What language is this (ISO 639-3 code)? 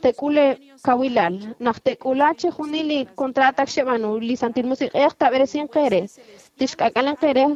kek